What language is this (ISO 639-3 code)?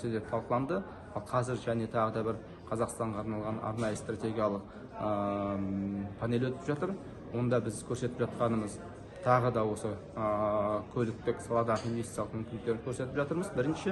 kaz